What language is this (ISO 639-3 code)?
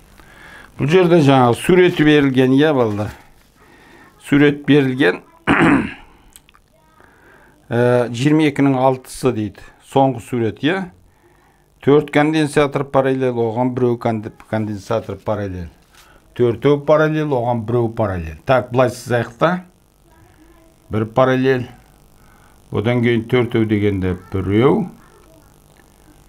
kaz